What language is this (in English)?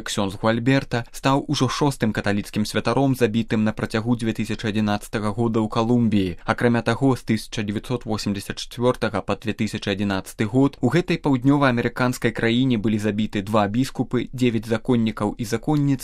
Belarusian